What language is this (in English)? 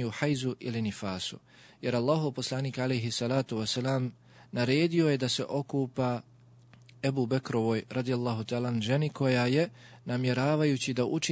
Bosnian